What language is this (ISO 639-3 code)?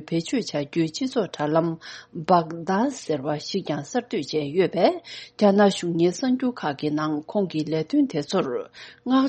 bod